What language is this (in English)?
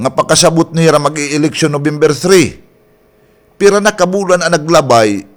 Waray